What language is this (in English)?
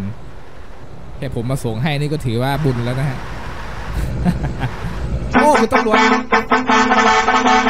Thai